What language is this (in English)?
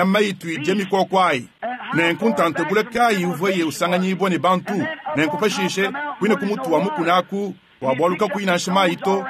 Luba-Lulua